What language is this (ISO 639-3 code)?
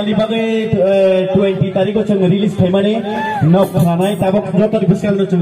trp